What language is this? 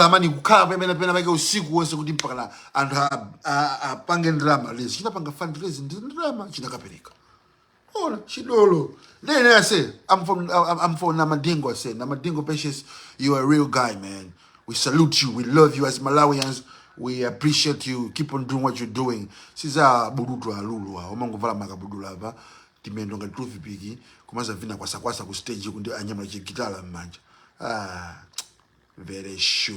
Nyanja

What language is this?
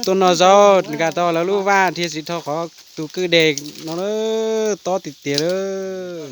Hmong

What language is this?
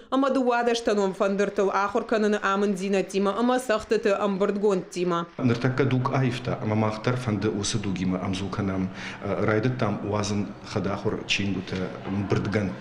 Ossetic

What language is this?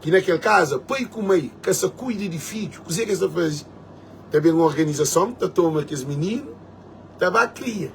Kabuverdianu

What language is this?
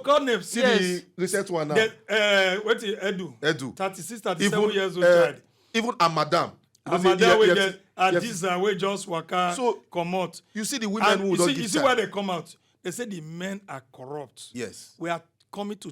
Nigerian Pidgin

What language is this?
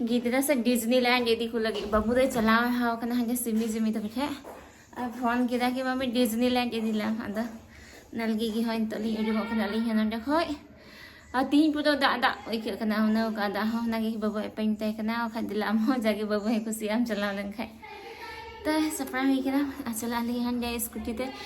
Santali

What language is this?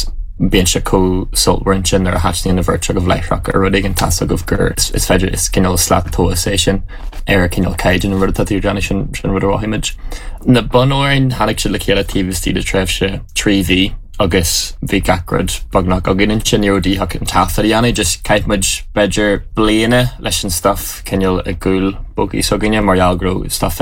Irish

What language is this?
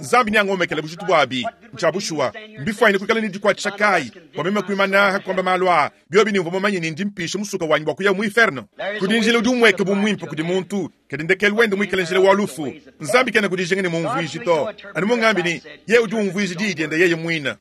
Luba-Lulua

